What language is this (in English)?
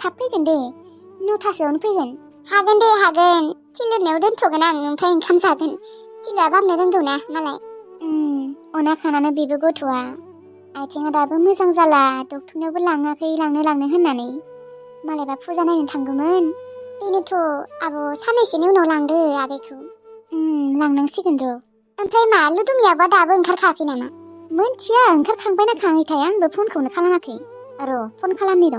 Bodo